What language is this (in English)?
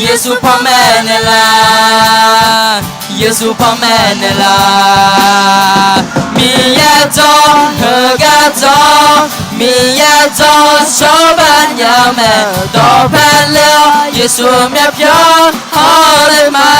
Akha